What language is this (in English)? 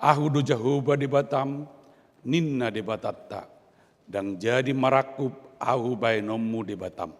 Batak Toba